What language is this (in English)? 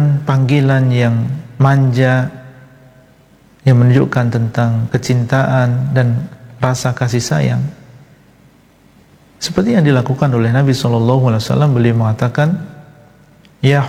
Indonesian